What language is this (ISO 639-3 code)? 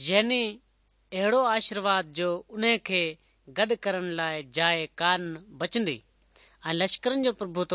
snd